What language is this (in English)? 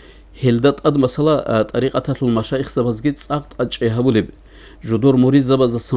Avaric